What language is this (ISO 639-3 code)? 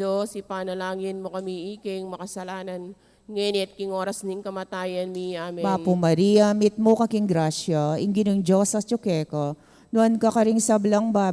pam